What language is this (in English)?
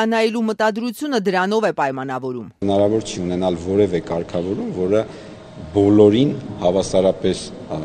Armenian